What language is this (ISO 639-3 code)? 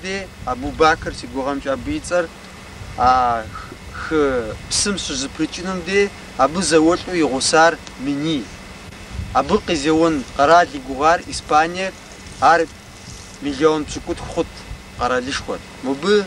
kbd